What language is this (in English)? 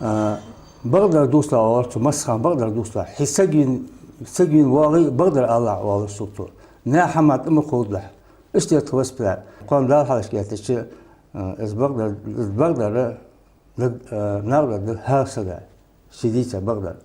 Ingush